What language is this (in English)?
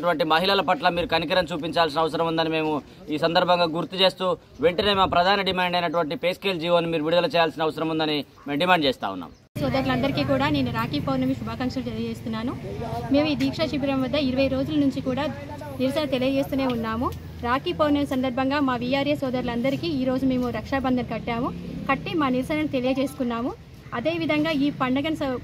Telugu